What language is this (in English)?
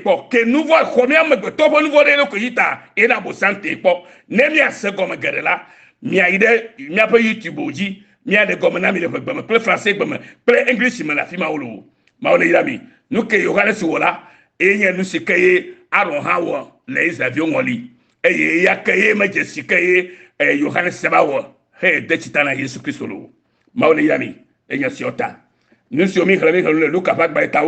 Ewe